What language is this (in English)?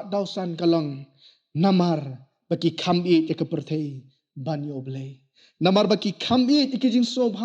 Khasi